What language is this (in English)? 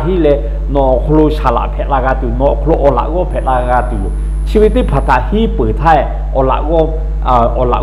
Lahu